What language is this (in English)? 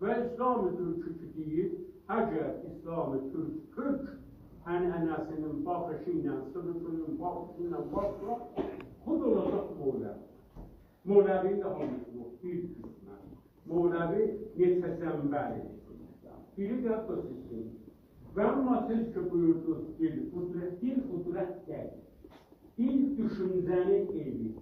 South Azerbaijani